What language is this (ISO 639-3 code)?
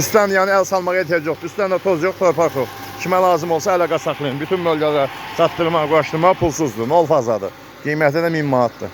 aze